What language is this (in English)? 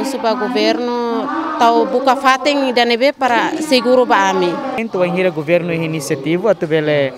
Tetum